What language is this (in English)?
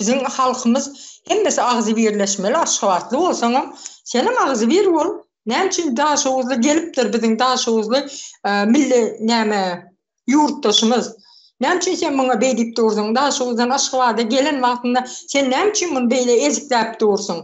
Turkmen